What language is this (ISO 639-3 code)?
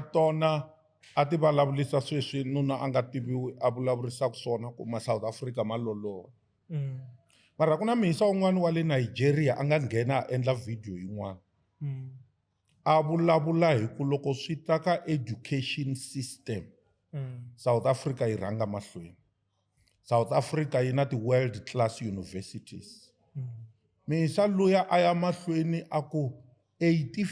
tso